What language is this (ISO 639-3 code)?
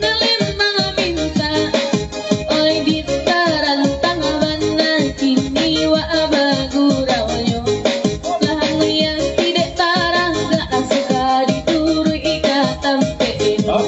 min